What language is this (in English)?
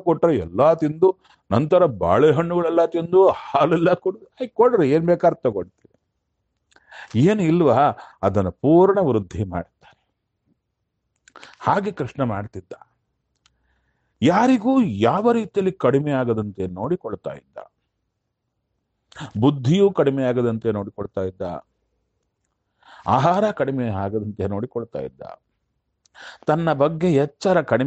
Kannada